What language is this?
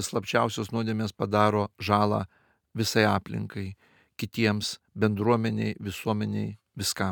Lithuanian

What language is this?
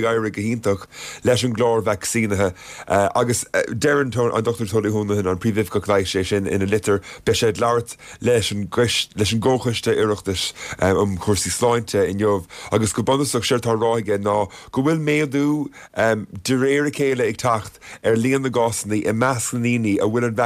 Irish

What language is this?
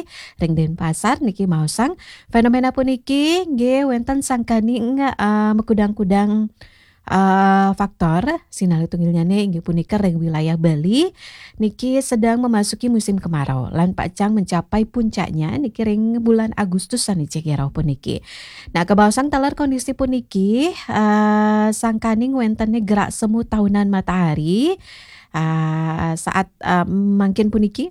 Balinese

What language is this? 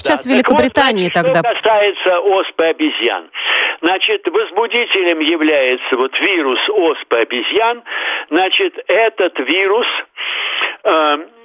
Russian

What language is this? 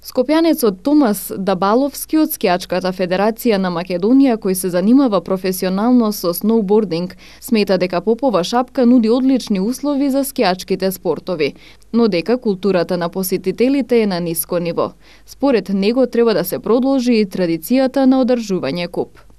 Macedonian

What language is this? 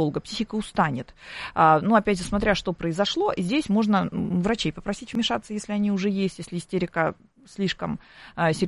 Russian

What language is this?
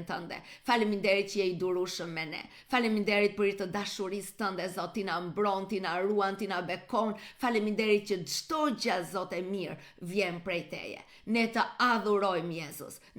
Albanian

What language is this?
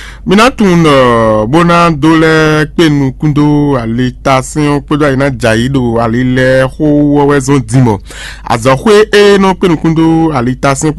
Fon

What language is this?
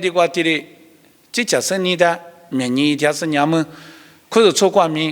Lisu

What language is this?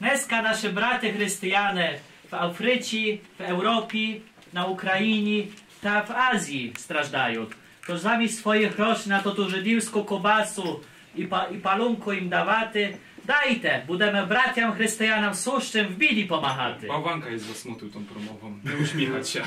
Rusyn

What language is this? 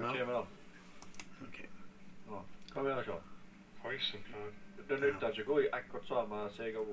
Norwegian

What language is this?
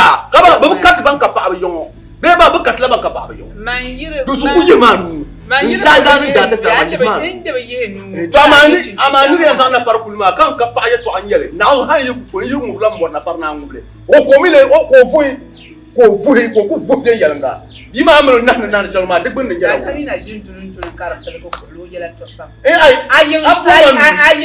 Dagbani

